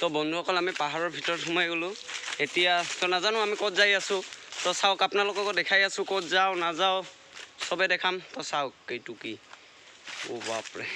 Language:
Assamese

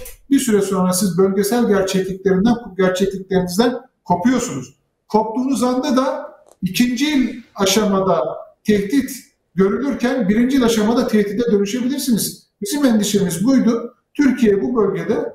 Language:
Turkish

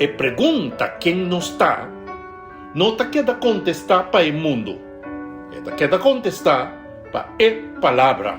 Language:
Papiamento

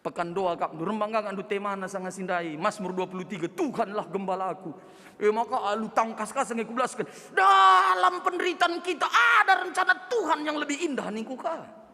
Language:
Batak Karo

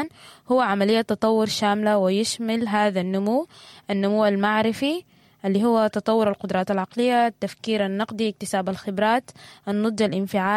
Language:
Sudanese Arabic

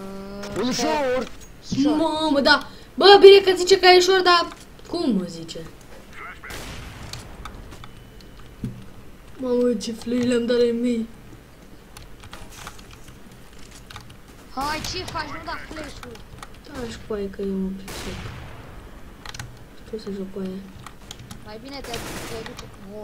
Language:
Romanian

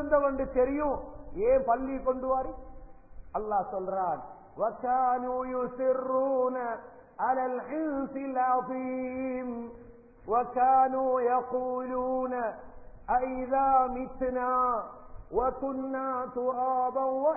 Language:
Tamil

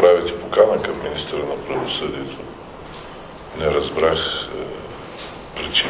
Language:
Bulgarian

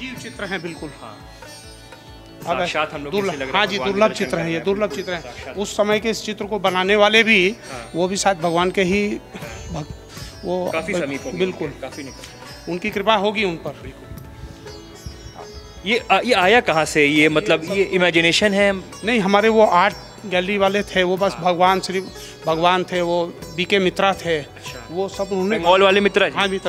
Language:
Hindi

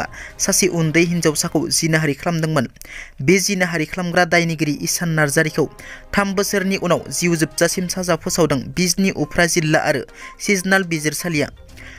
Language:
Bodo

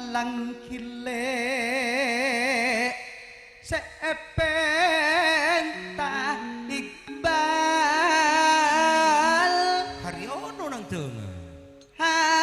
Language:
Madurese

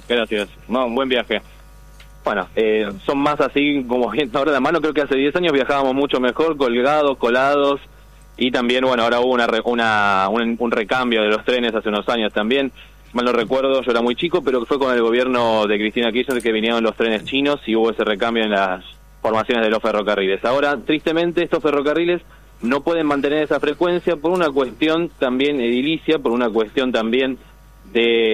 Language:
Spanish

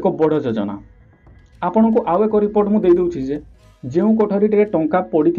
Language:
Odia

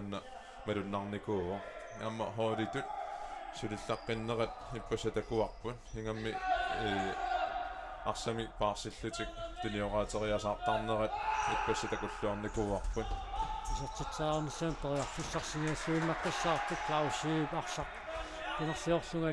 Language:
Kalaallisut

